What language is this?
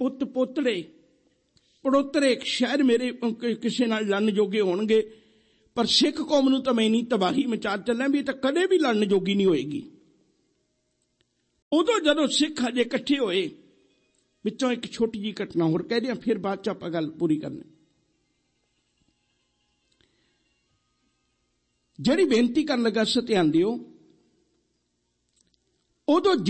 Punjabi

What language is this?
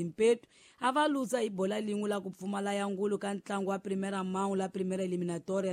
Tsonga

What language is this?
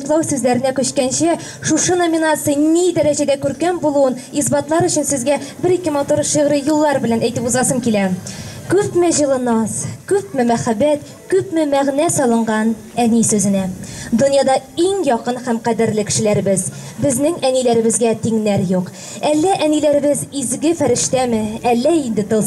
Tatar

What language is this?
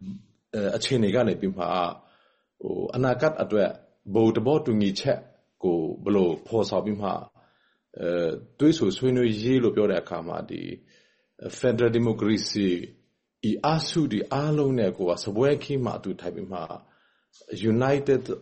Burmese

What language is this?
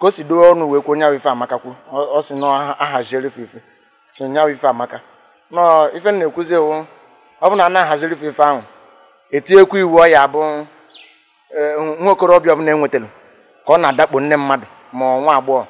Igbo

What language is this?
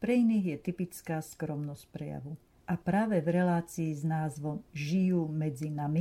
Slovak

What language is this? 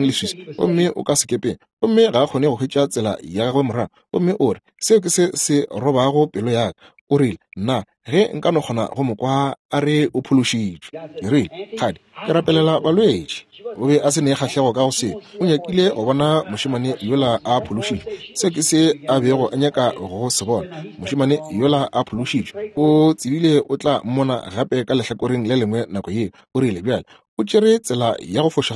Northern Sotho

